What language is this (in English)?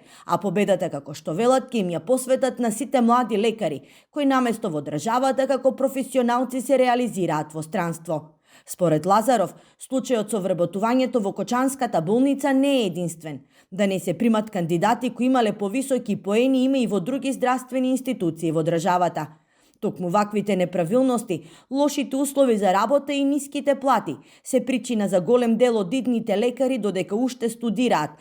Macedonian